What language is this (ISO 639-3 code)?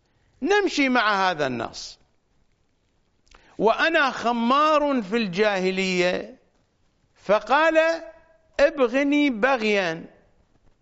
ara